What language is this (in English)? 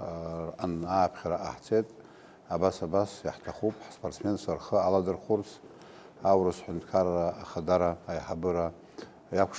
Abkhazian